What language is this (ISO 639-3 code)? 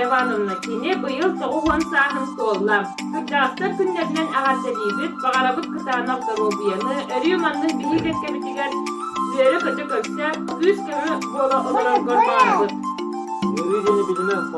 sah